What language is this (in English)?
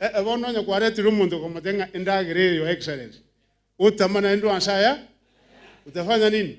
Gusii